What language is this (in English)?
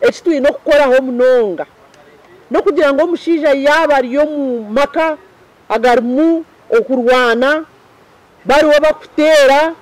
Nyankole